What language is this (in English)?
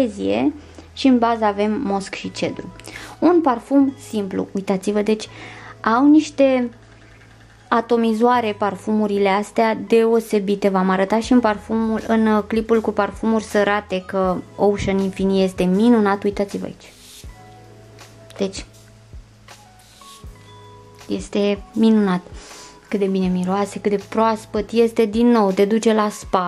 Romanian